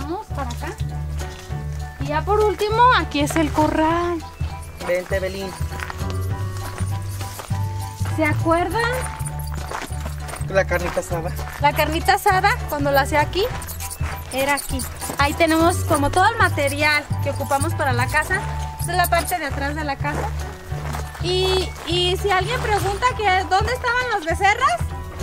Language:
Spanish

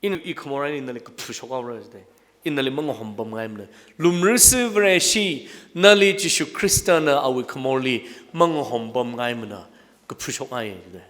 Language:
Tangkhul Naga (India)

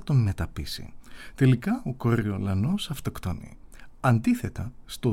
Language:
Greek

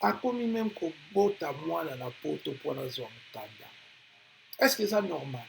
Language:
Lingala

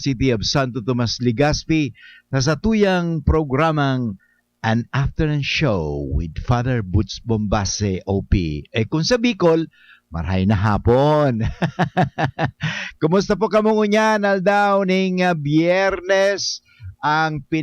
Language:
Bikol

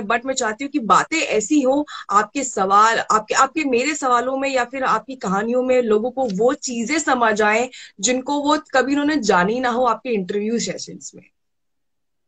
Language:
Hindi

